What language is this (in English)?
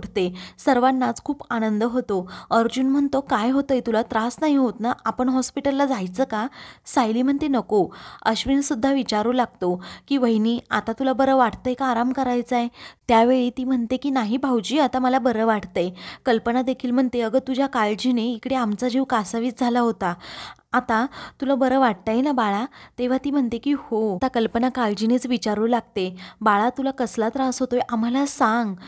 Marathi